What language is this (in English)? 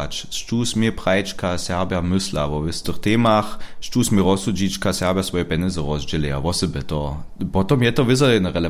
Upper Sorbian